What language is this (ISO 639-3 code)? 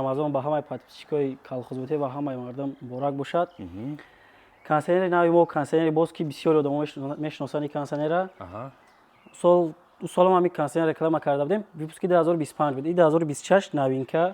tgk